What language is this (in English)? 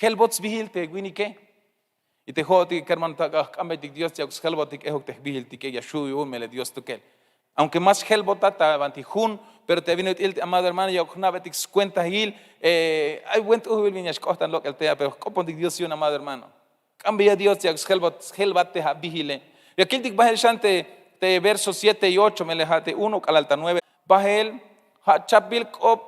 Tzeltal